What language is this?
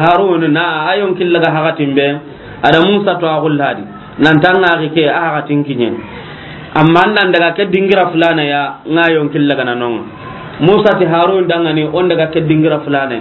Soninke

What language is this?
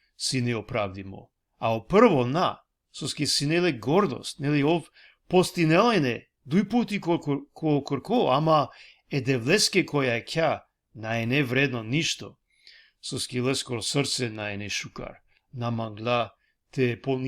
Balkan Romani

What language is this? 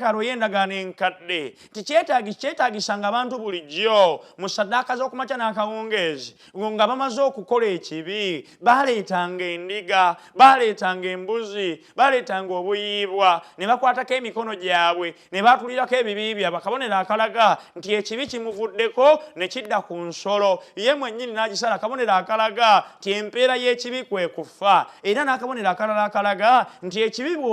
Ganda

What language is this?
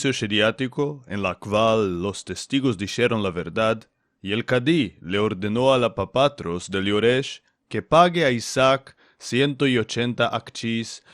Ladino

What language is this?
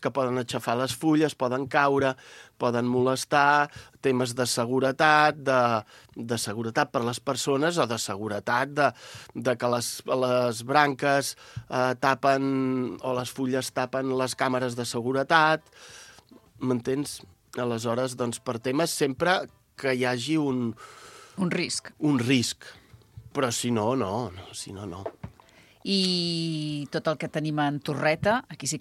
Catalan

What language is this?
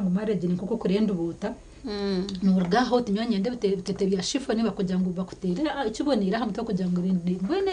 Nyankole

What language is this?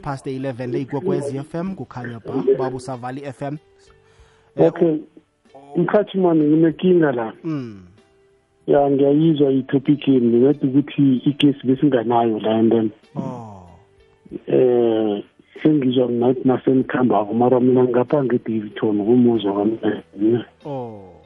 South Ndebele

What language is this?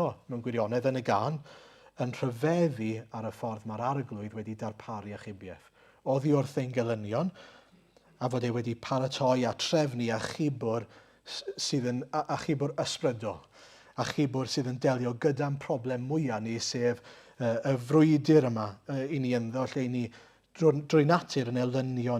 Welsh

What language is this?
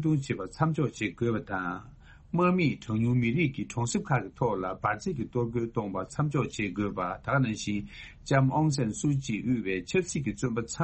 Tibetan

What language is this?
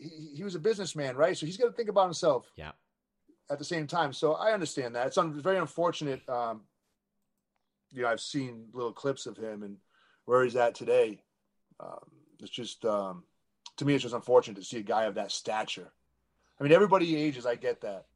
English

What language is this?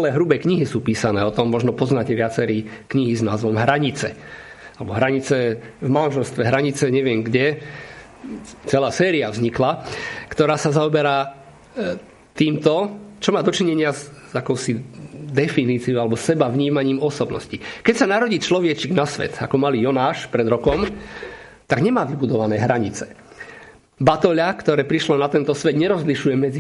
Slovak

